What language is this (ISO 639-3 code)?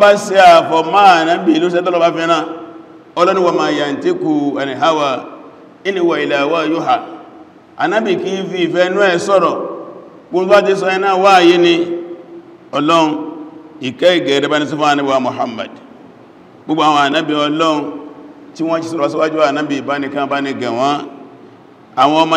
yor